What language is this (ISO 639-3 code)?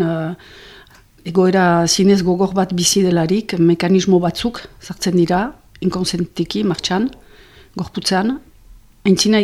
eus